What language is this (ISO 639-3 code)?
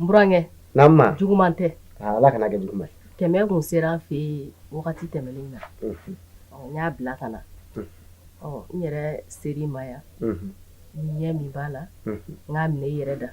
bam